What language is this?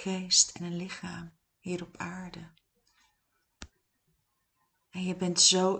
Dutch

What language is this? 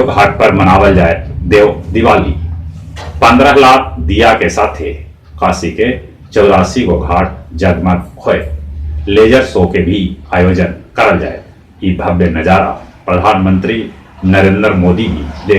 Magahi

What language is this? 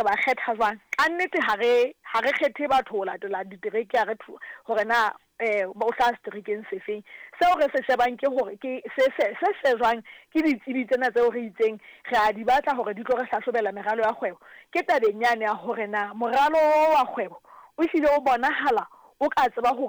Southern Sotho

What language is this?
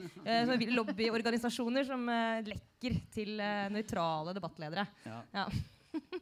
Norwegian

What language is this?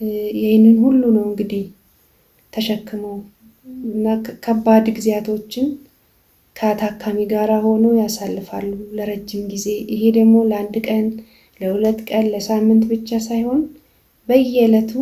Amharic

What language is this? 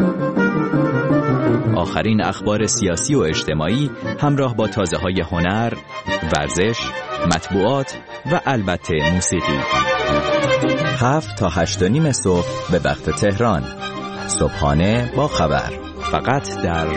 Persian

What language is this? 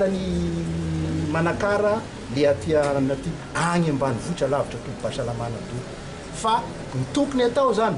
Malagasy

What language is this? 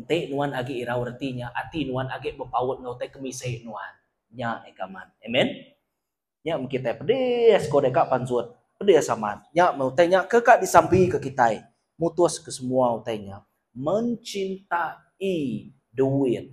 Iban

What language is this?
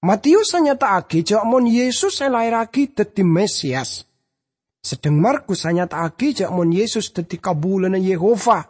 Madurese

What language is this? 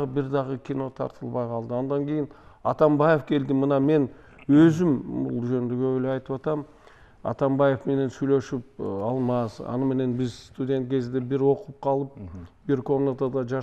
Kyrgyz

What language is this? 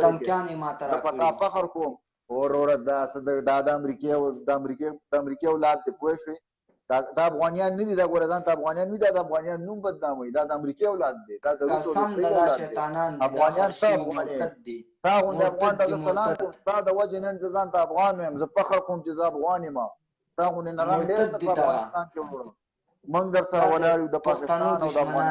Pashto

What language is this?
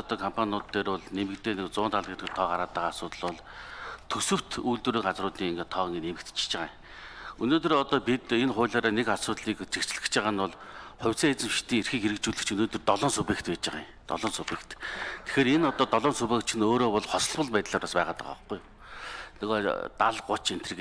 Mongolian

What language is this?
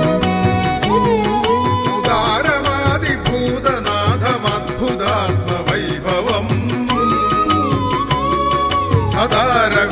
Malayalam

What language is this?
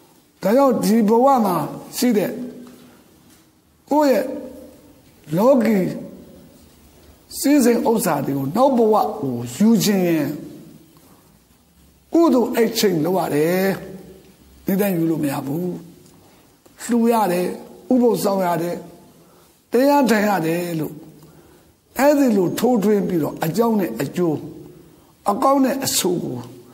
Burmese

